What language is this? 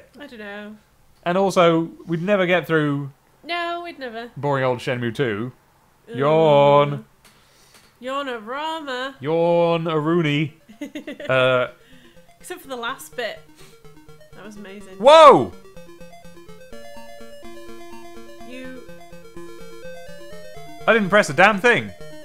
English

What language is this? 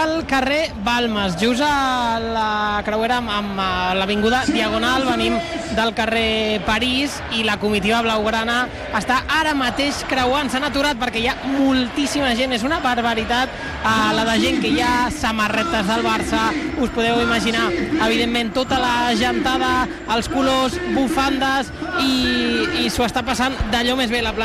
Catalan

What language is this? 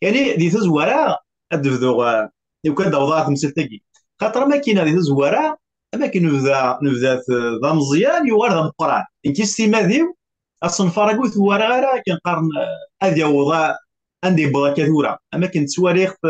Kabyle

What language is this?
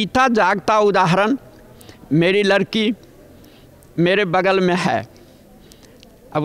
Hindi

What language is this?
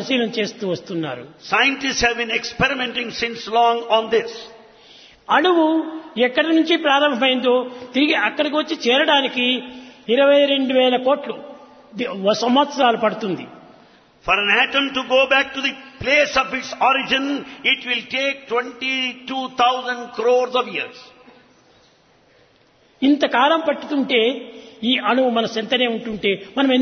Telugu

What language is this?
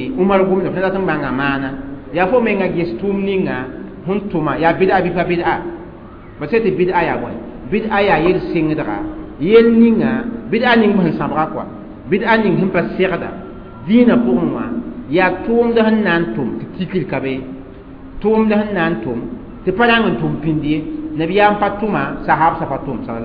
Mossi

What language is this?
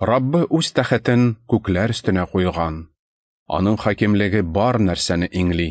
Tatar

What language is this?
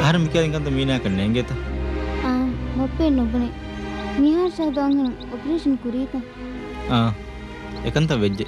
Divehi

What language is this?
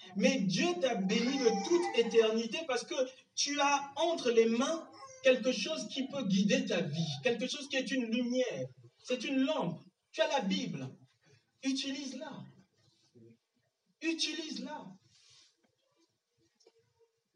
French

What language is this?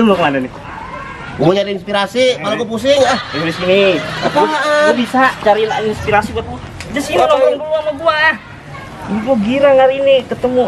Betawi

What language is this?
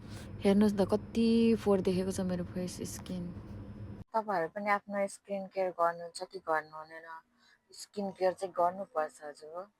Nepali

